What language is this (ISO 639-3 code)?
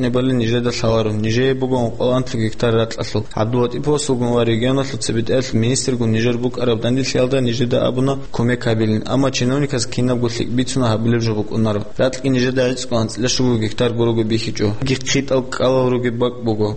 ava